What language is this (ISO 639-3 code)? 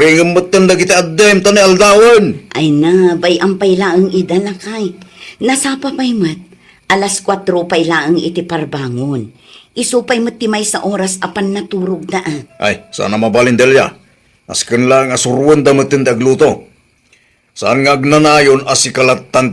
ilo